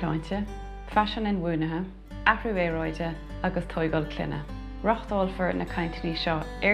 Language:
Irish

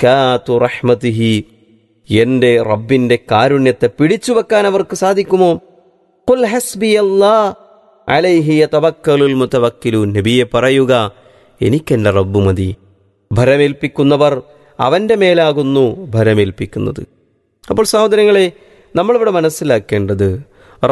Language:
Malayalam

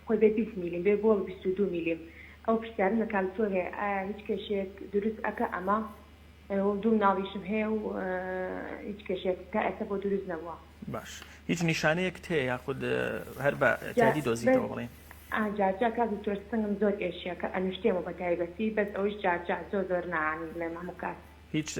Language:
Central Kurdish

